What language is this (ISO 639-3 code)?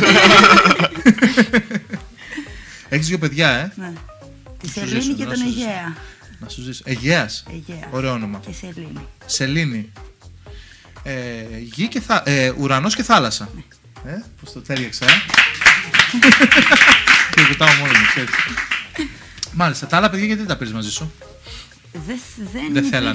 ell